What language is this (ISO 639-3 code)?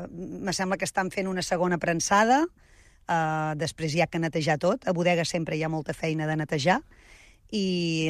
cat